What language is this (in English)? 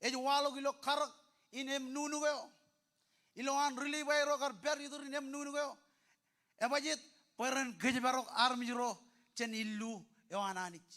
Marshallese